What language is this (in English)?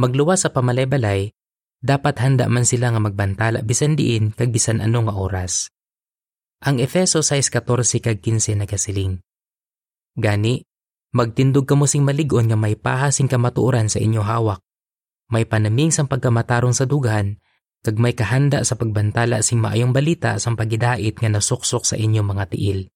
Hiligaynon